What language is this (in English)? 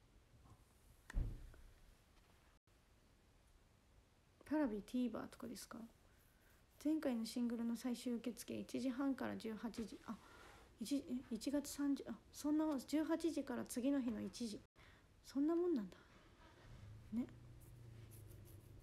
Japanese